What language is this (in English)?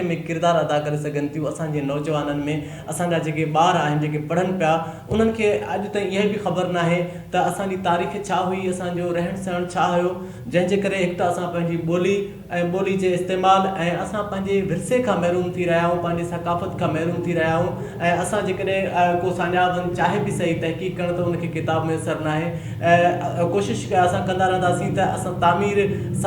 Sindhi